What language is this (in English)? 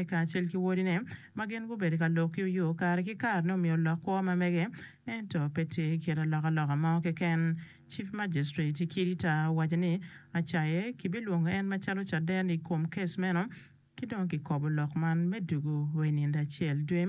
Acoli